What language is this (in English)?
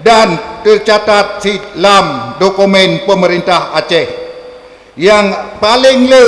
Achinese